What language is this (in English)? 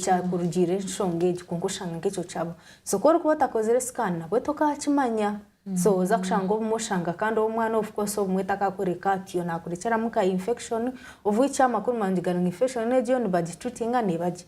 Nyankole